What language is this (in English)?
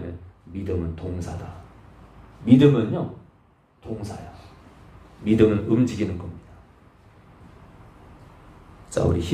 Korean